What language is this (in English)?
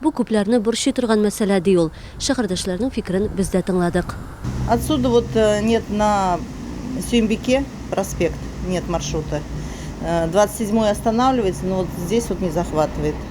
Tatar